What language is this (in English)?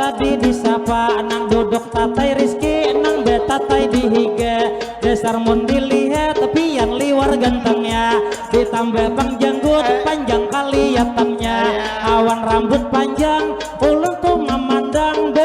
Banjar